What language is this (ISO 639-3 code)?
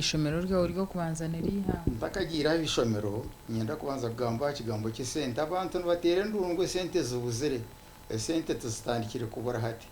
nyn